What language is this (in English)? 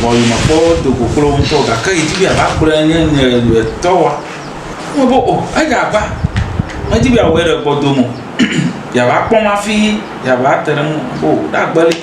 Ewe